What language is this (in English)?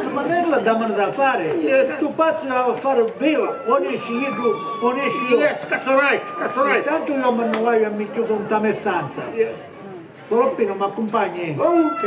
Sicilian